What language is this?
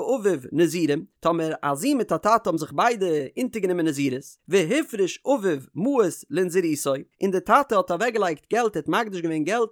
Yiddish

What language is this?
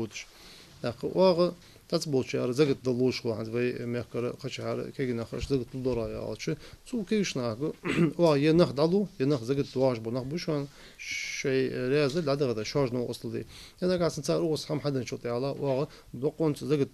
Ingush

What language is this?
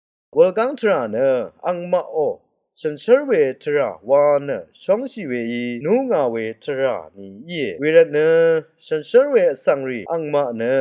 Rawang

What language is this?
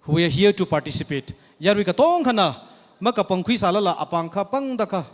Tangkhul Naga (India)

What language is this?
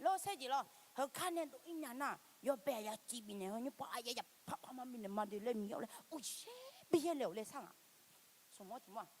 Akha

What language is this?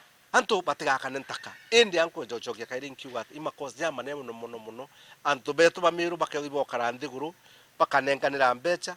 Meru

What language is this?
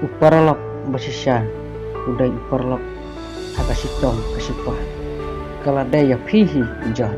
Khasi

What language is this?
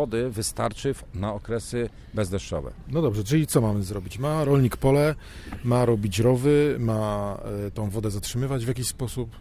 Polish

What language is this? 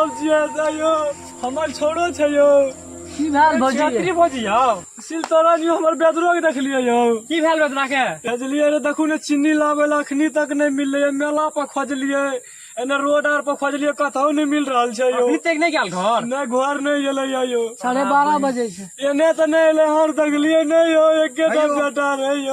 Maithili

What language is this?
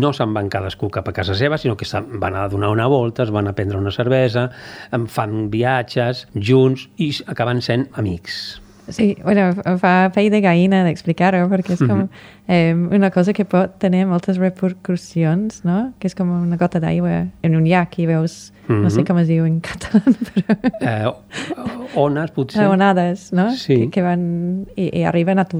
Catalan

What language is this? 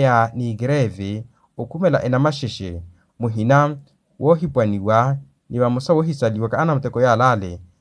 Makhuwa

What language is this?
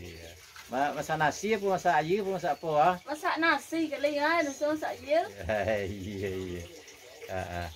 Minangkabau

